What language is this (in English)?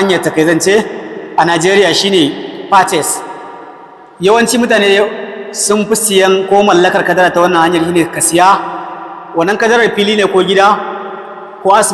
Hausa